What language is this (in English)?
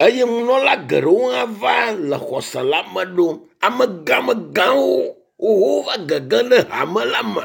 Ewe